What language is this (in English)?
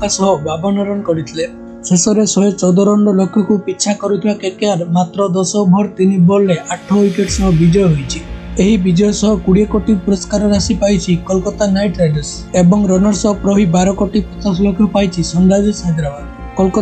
Odia